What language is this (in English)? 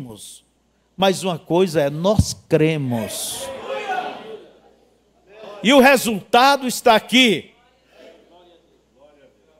Portuguese